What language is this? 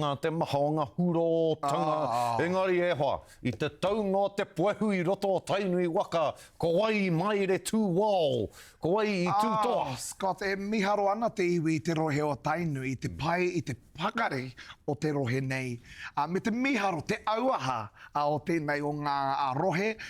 Māori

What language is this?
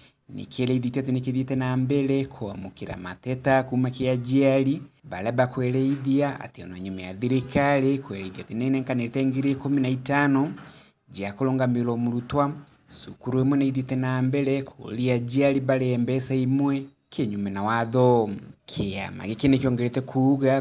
Meru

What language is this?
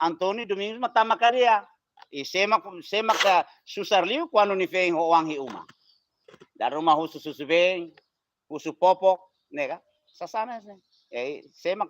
Tetum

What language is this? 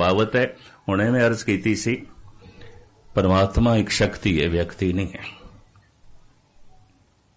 Punjabi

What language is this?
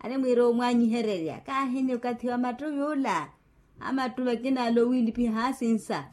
Makhuwa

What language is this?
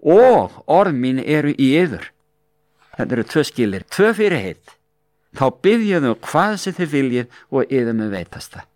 Icelandic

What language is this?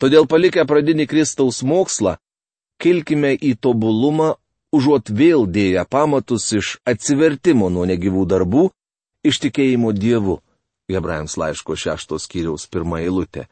Lithuanian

